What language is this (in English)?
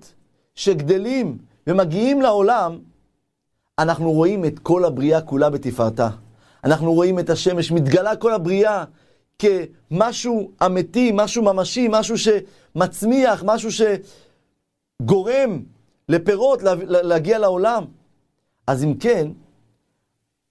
Hebrew